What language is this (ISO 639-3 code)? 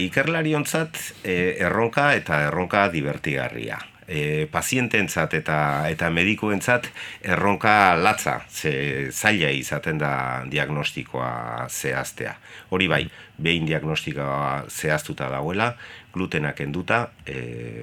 eus